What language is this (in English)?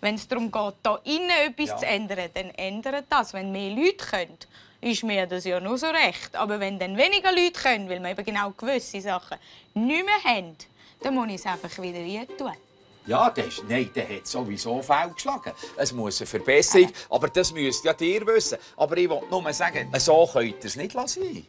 Swiss German